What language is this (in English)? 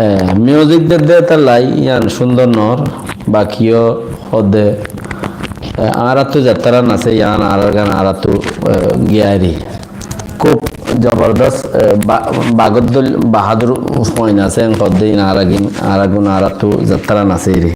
Rohingya